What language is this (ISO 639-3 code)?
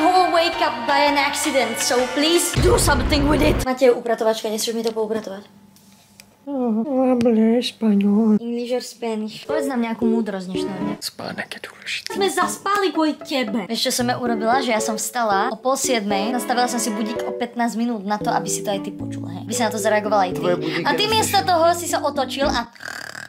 slk